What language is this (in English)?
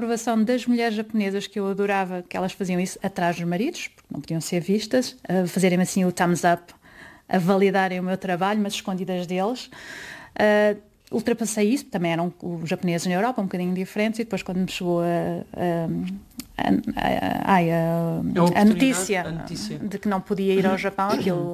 Portuguese